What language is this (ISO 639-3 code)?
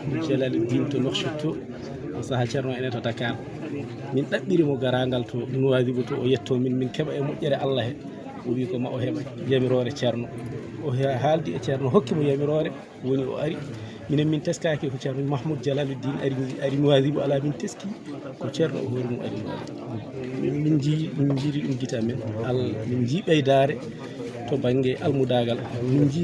ful